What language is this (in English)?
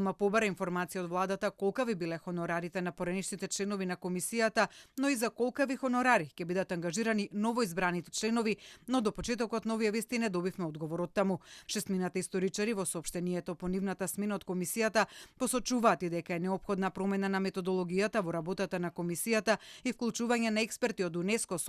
Macedonian